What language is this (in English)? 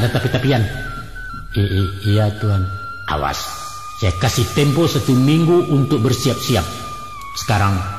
Minangkabau